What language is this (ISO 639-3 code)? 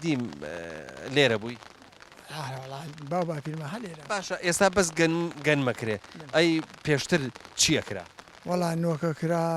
ckb